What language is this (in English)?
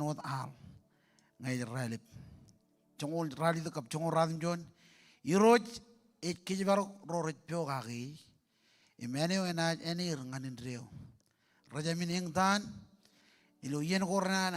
Marshallese